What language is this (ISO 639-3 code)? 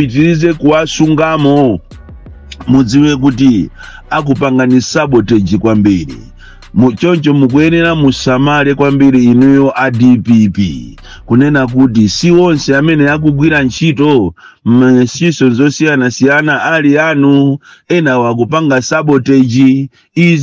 nya